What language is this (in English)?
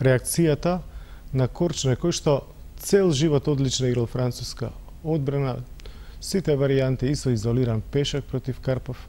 Macedonian